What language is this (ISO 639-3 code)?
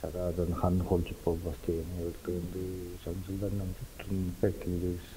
tyv